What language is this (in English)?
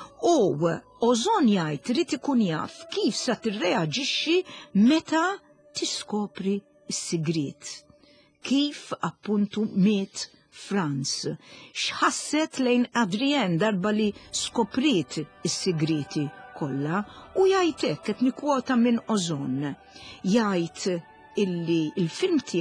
Maltese